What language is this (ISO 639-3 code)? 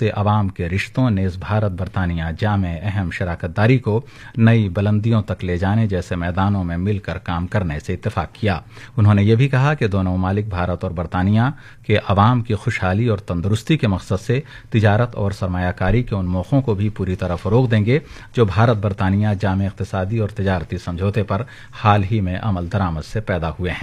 urd